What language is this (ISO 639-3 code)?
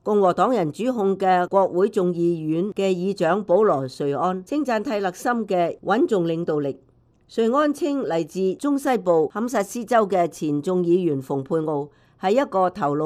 yue